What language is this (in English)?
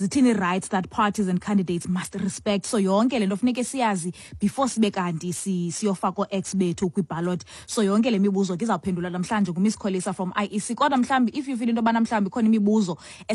Xhosa